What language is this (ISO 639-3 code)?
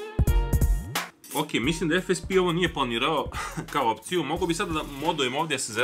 srp